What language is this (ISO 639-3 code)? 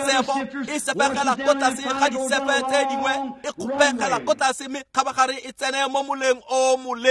tsn